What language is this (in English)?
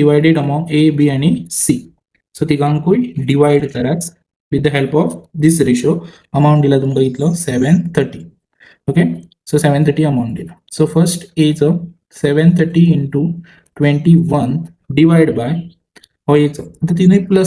Konkani